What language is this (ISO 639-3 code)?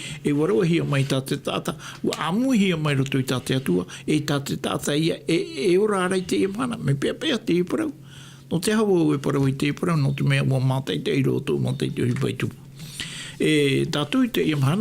tah